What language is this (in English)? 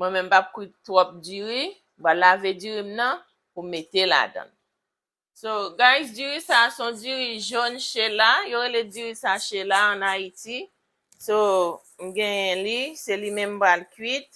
Haitian Creole